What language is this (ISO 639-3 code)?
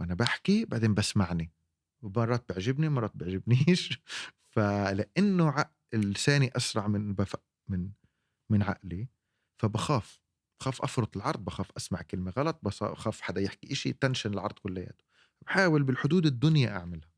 apc